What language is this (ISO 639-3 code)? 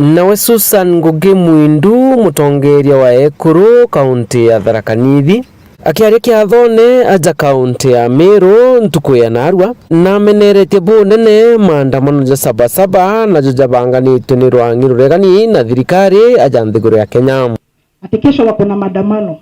mer